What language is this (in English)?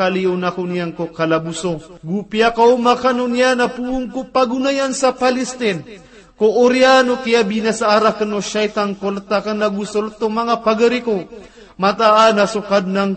Maranao